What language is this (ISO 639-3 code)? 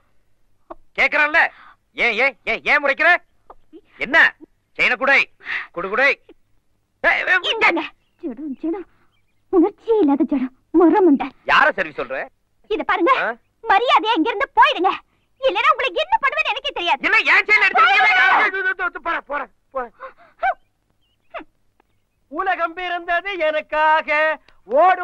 tam